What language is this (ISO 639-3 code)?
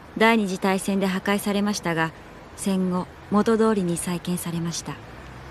jpn